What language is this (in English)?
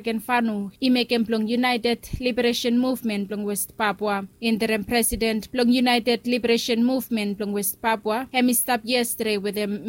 Bislama